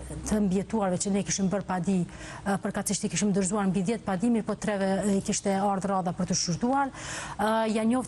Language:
Albanian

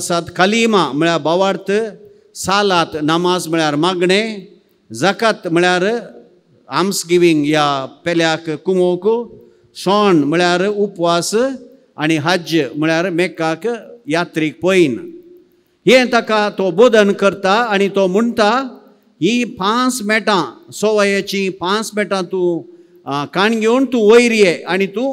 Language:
Konkani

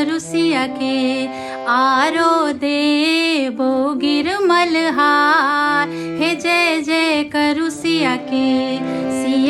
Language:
Maithili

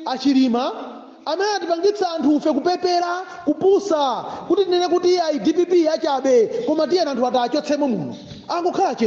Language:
Nyanja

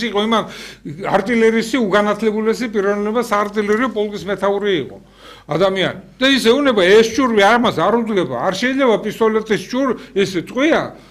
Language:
Georgian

